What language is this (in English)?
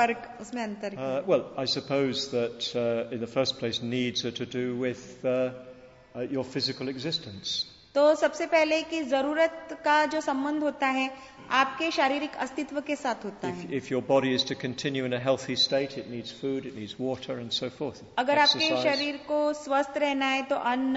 Hindi